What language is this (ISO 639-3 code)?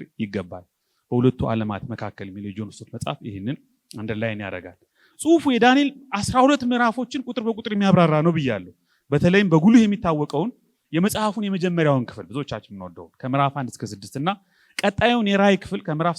amh